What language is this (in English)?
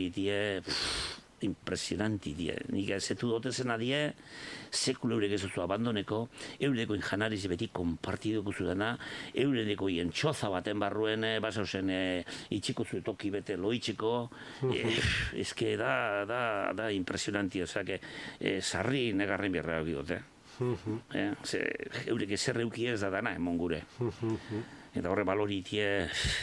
Basque